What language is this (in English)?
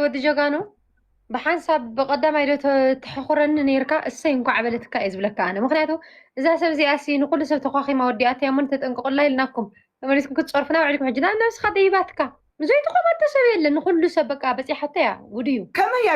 Tigrinya